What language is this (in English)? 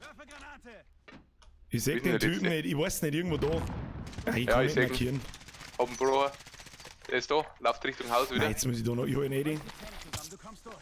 Bavarian